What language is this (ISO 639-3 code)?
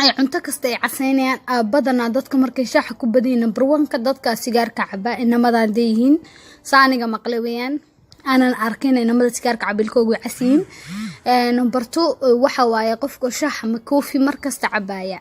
som